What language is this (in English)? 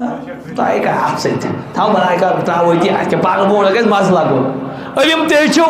Kashmiri